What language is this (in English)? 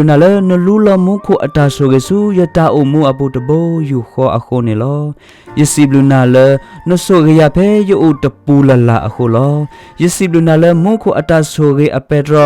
S'gaw Karen